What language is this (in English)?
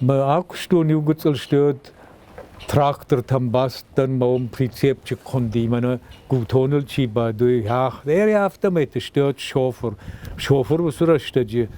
Ossetic